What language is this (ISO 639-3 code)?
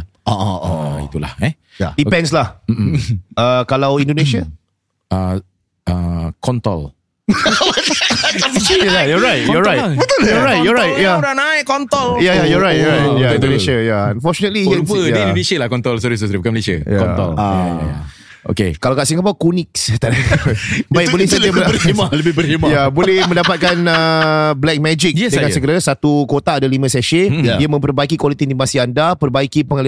msa